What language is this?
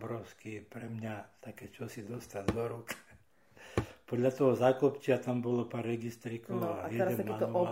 Slovak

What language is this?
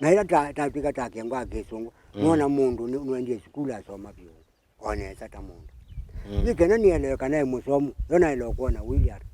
Kamba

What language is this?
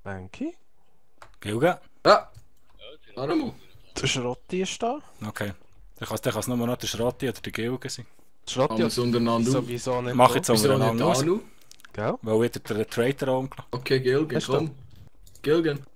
Swiss German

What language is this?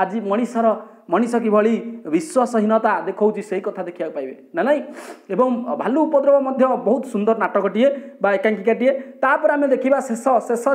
Odia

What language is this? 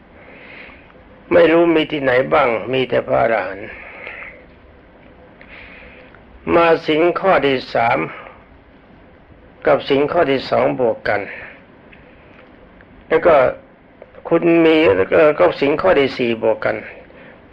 Thai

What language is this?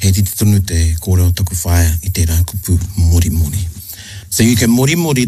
Māori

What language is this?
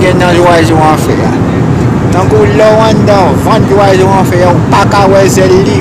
Haitian Creole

